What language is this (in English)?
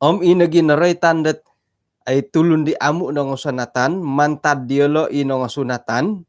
Central Dusun